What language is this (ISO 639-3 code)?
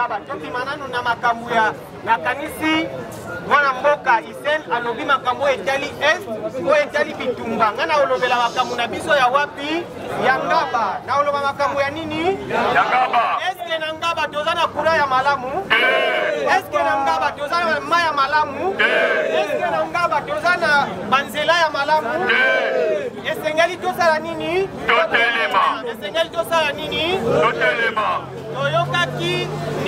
lin